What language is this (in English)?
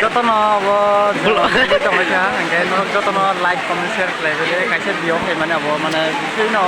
Kok Borok